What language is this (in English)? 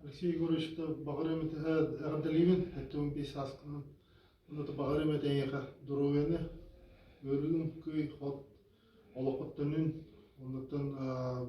Yakut